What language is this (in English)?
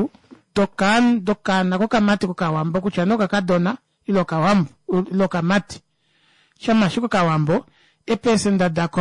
Kuanyama